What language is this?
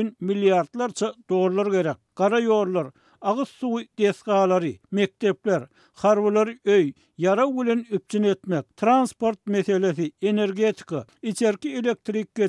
Turkmen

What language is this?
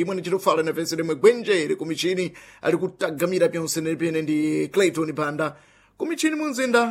Sena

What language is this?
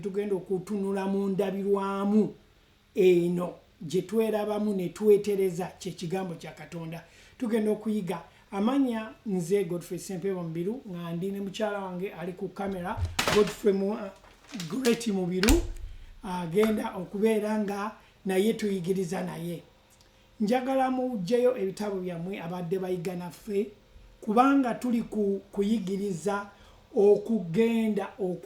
Ganda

